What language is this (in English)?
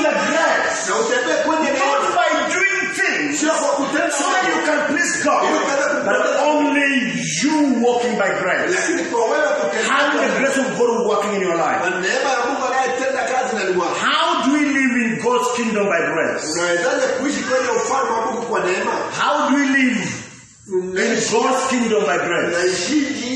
Swahili